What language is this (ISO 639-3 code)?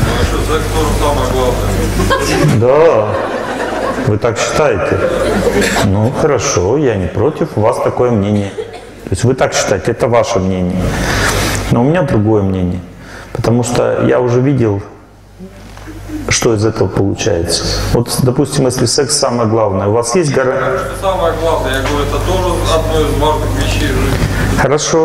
rus